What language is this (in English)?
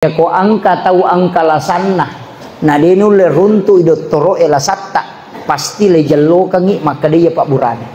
Buginese